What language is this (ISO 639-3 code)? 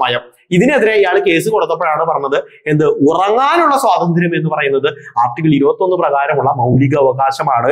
mal